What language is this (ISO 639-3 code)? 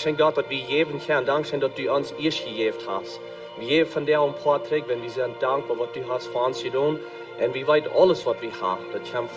pdt